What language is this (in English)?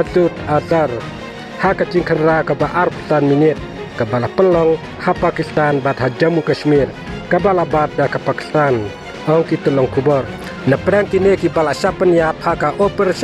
Khasi